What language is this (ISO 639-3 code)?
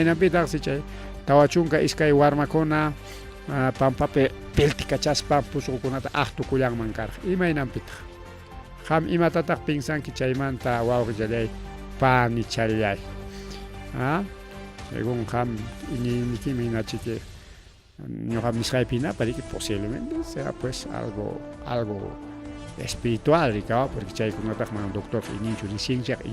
quy